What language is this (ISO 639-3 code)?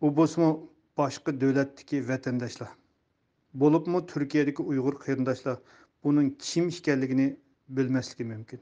uig